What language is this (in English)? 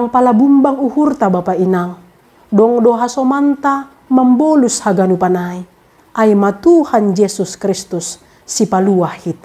Batak Simalungun